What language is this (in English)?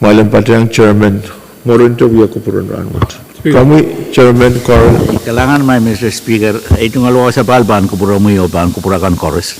Pohnpeian